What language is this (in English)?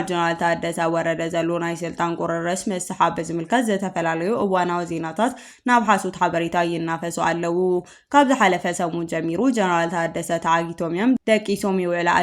Tigrinya